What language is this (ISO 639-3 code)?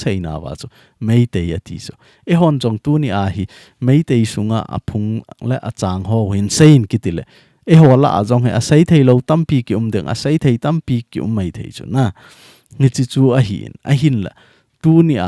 tcz